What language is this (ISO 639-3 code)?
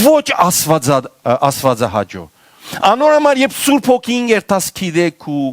hyw